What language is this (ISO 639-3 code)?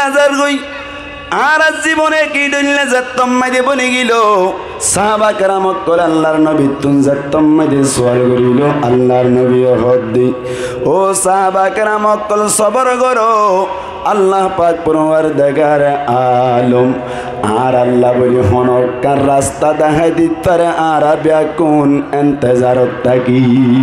rhg